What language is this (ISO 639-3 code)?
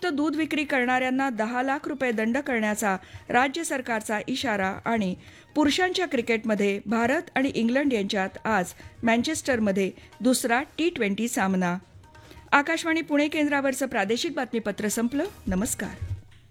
mar